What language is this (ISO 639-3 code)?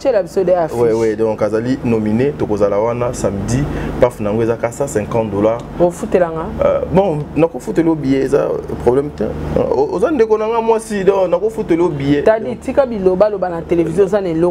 lin